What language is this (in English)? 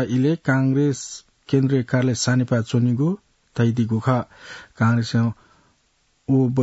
Newari